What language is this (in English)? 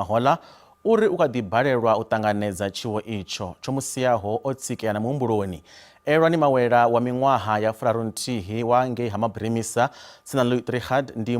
Venda